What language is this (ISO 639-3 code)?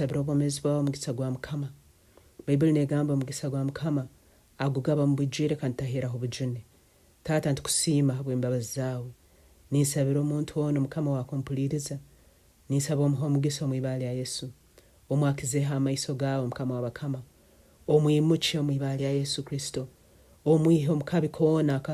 nyn